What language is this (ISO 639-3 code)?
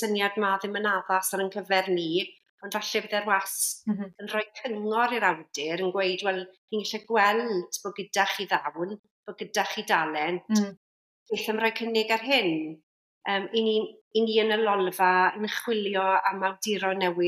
cym